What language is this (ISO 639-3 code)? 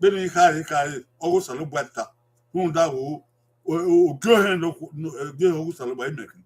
bin